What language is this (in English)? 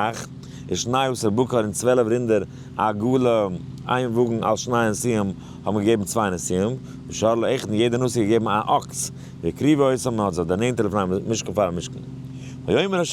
Yiddish